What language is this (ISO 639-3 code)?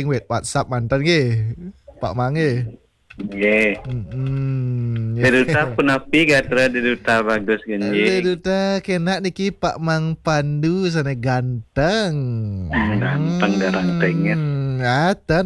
ban